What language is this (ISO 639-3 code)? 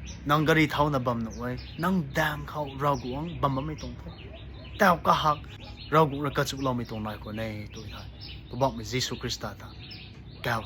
nbu